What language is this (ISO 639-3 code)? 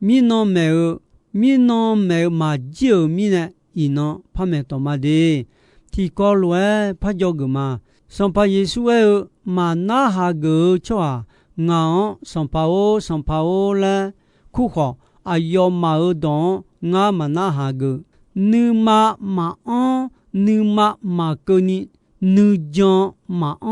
ahk